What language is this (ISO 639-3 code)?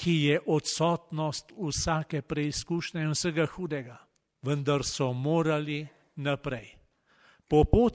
slv